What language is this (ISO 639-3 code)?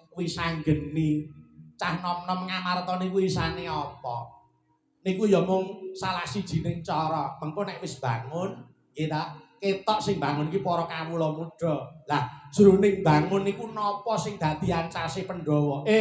jav